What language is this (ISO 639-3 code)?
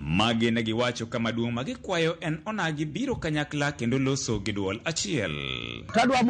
luo